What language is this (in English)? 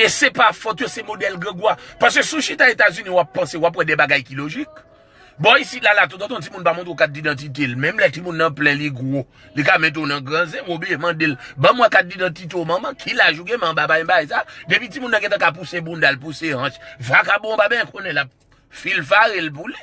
Haitian Creole